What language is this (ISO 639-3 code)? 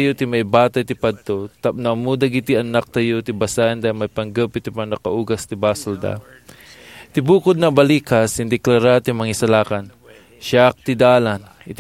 ilo